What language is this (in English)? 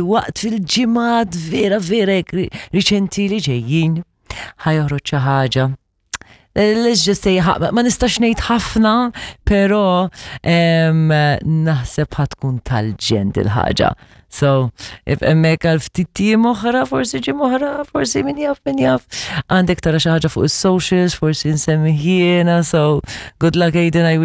Maltese